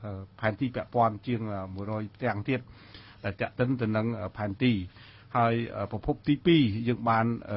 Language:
Khmer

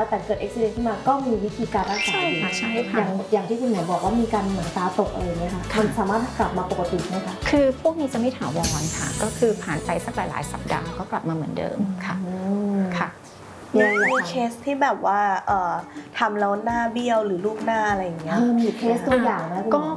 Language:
Thai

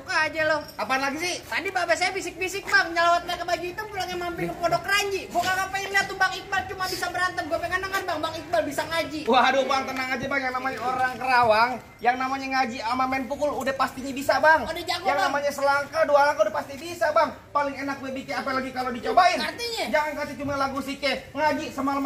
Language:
Betawi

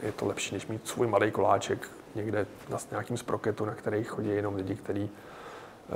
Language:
Czech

